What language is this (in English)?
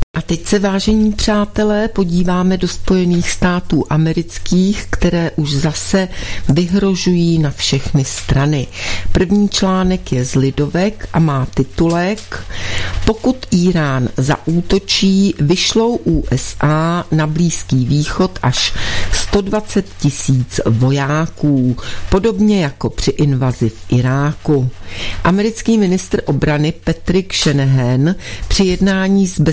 Czech